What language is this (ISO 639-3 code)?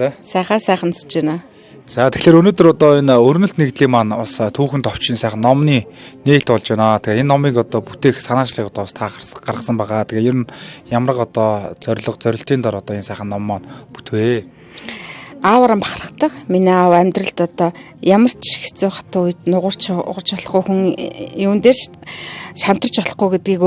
mon